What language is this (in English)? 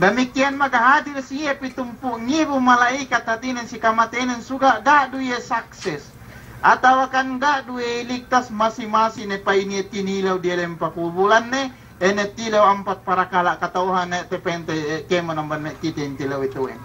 Yakan